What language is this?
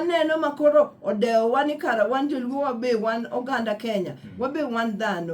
Luo (Kenya and Tanzania)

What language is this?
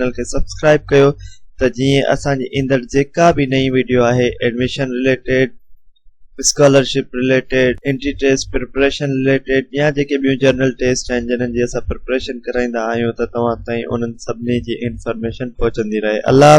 Sindhi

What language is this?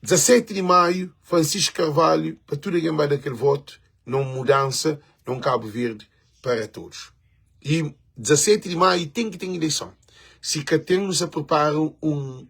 Kabuverdianu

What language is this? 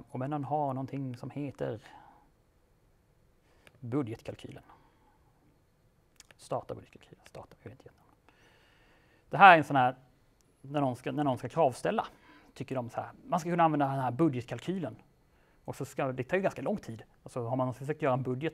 Swedish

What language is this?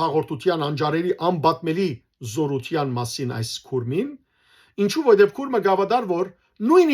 Western Armenian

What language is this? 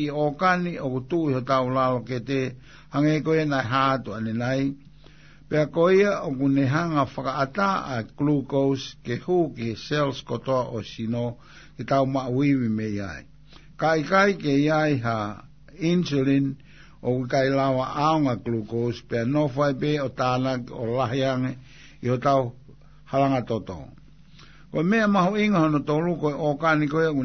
Tongan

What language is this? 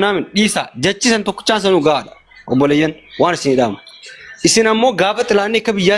Oromo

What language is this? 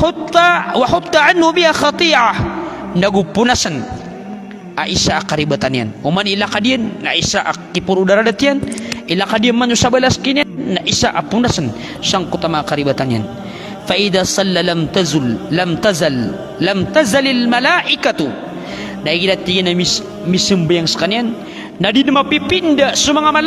Maranao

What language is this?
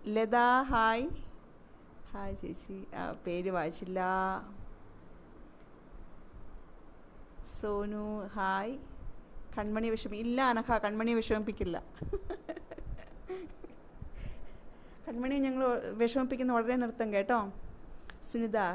Malayalam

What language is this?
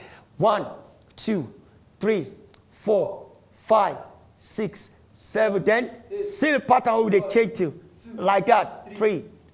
Nigerian Pidgin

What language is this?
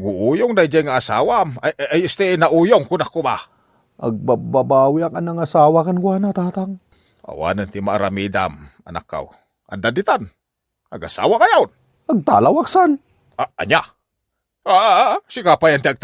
Iloko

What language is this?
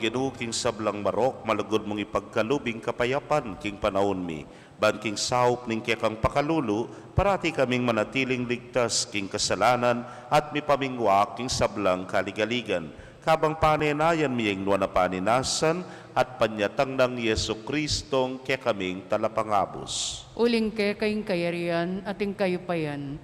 Pampanga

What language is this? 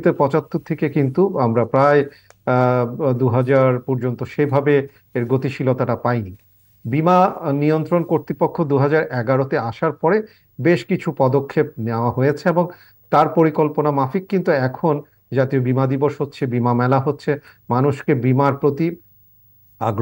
Bangla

